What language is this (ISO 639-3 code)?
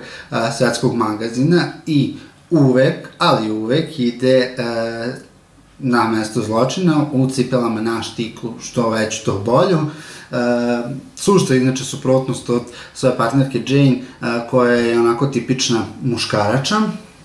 srp